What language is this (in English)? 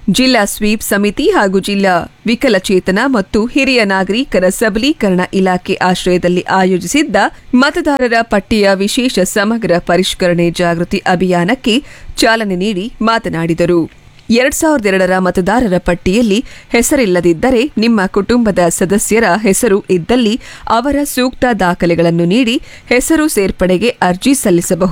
Kannada